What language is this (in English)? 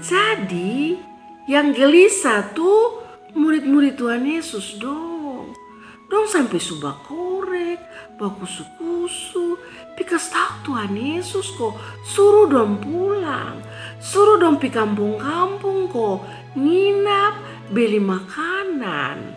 Kupang Malay